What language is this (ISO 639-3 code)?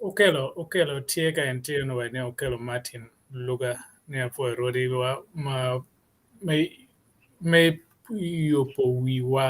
ach